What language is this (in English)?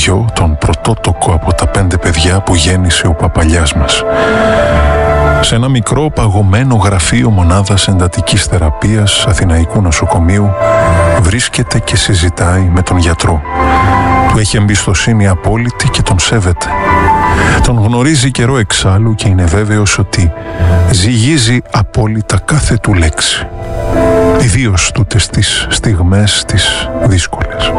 Greek